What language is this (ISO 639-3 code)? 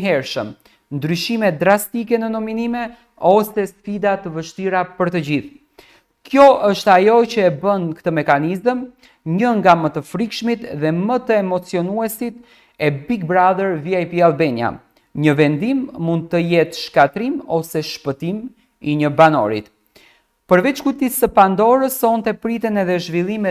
sqi